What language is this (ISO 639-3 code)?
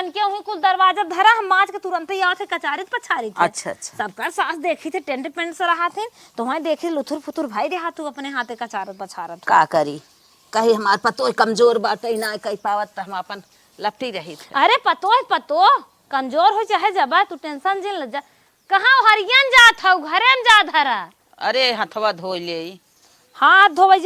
awa